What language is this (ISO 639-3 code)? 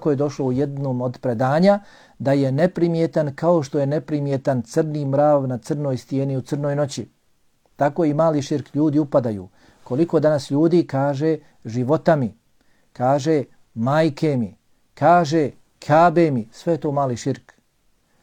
bos